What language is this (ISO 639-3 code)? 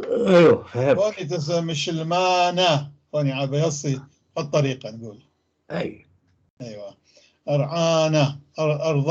apc